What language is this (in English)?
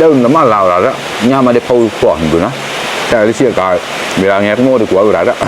Mon